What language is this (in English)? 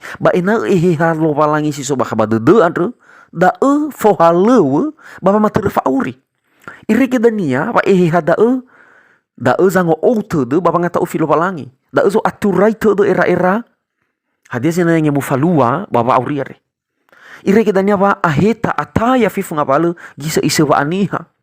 Nias